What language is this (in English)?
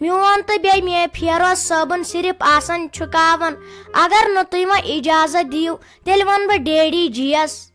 Kashmiri